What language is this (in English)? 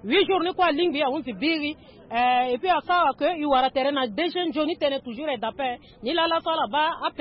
Sango